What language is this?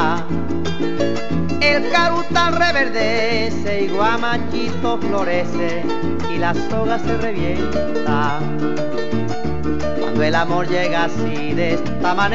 Spanish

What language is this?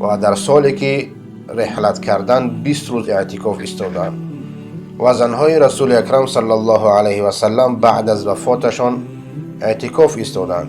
Persian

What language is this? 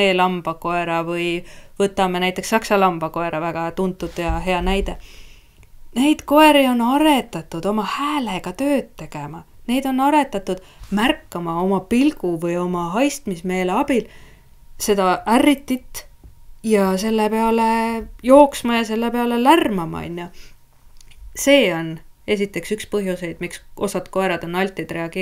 Estonian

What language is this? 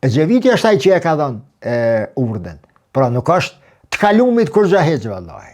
Albanian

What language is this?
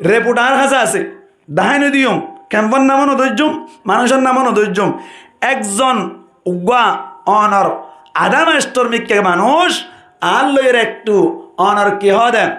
Rohingya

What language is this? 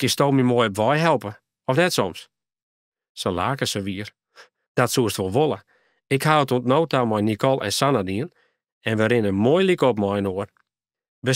Western Frisian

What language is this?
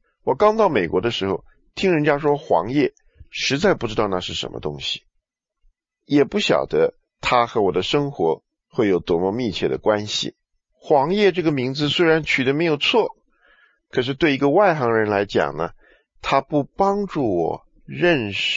Chinese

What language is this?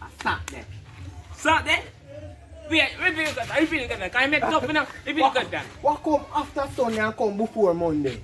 Jamaican Creole English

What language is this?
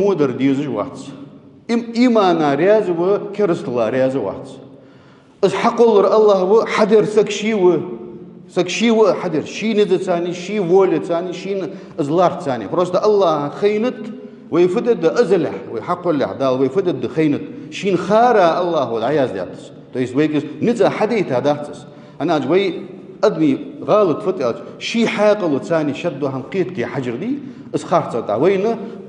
Ingush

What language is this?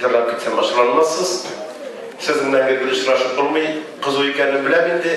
Tatar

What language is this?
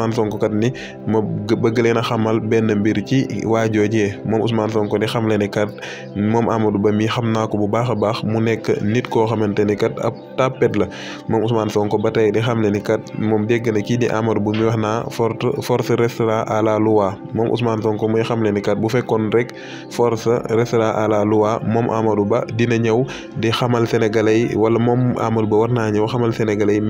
Wolof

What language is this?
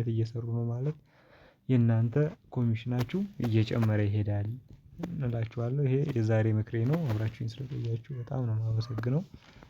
Amharic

